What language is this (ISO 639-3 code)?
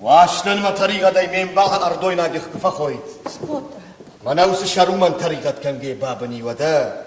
oss